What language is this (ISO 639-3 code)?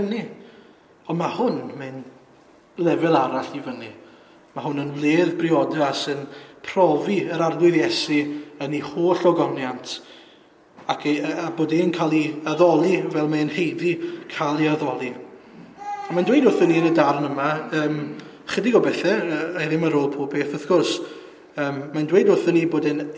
cym